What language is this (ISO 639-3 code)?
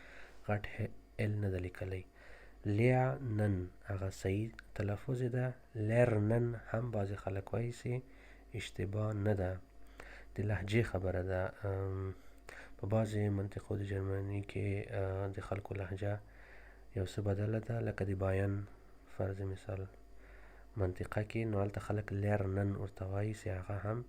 pus